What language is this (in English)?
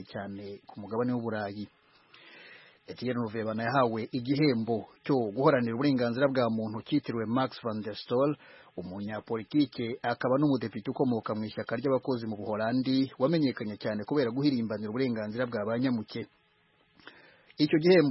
Kinyarwanda